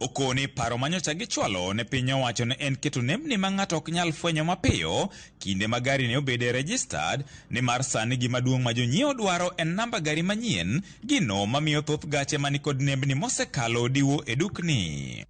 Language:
Luo (Kenya and Tanzania)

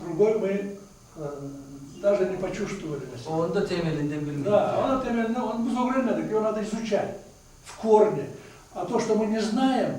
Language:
Crimean Tatar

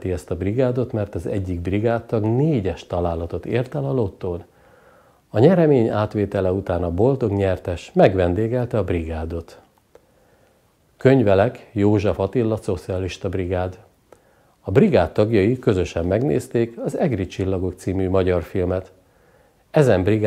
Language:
Hungarian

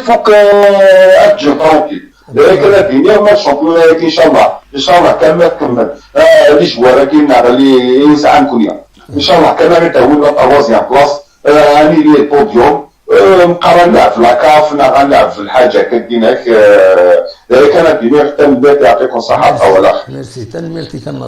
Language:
Kabyle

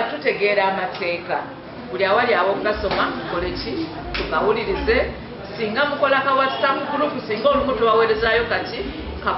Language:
Ganda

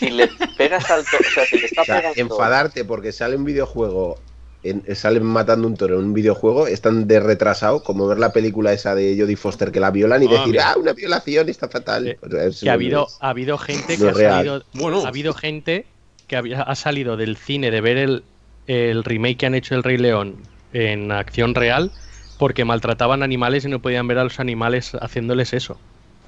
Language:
Spanish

